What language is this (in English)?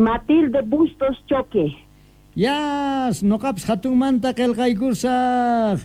South Bolivian Quechua